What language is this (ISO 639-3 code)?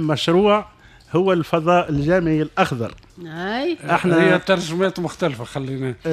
aeb